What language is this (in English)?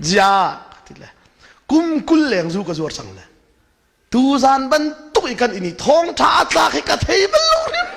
Hakha Chin